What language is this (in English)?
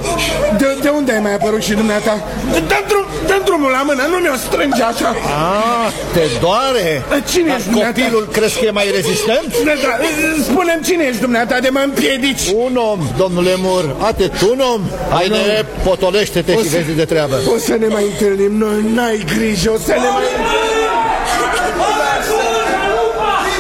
Romanian